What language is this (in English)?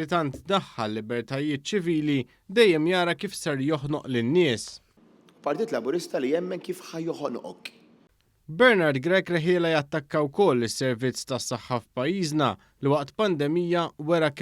Maltese